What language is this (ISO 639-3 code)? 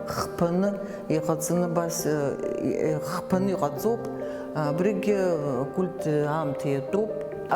abk